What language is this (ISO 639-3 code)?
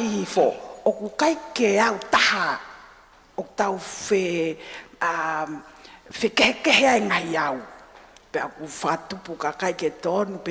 ton